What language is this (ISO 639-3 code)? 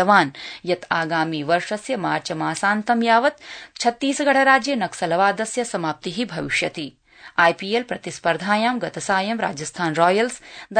san